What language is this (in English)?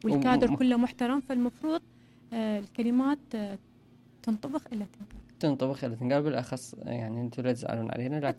Mesopotamian Arabic